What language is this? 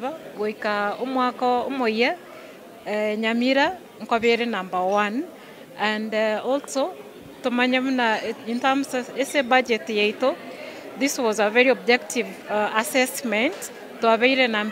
Gusii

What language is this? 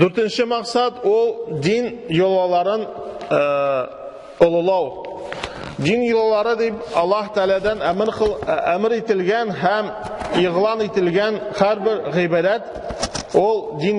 Tatar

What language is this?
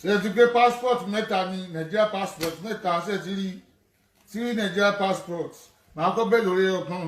Yoruba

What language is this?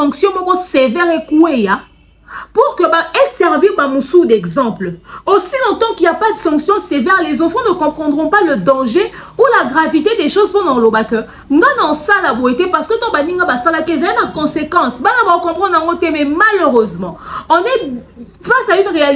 Lingala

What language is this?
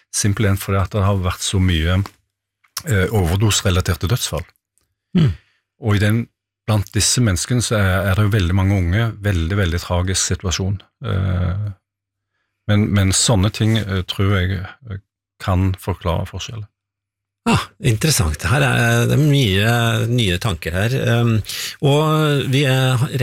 Norwegian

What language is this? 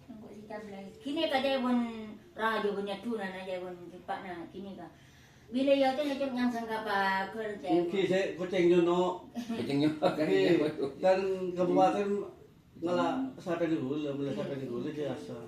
Madurese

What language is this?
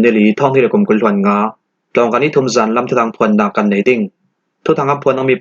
Falam Chin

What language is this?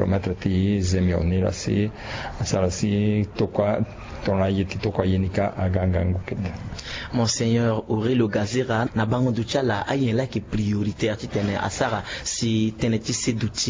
Sango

